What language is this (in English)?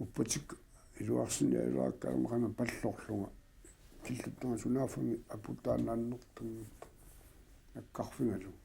Kalaallisut